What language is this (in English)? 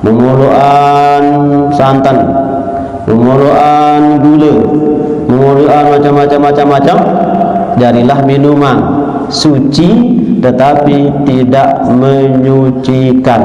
Sasak